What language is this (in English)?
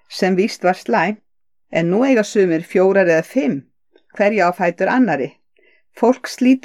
Icelandic